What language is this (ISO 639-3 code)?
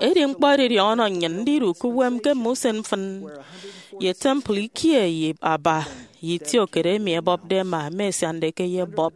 efi